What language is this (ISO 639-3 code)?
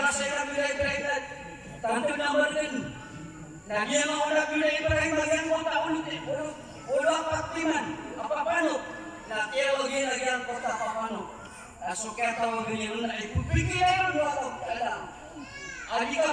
mrw